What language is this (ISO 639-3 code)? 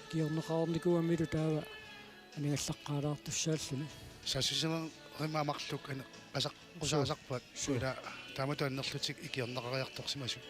kal